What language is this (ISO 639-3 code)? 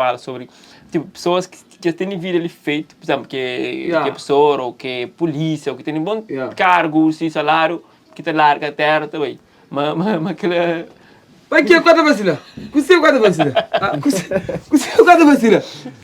kea